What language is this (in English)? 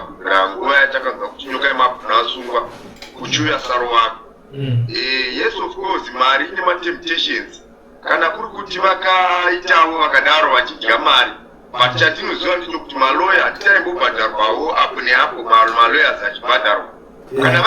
Shona